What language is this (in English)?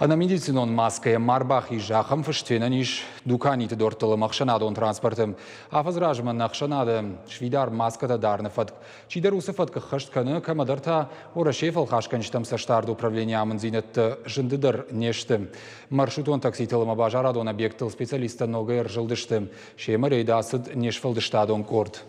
Ossetic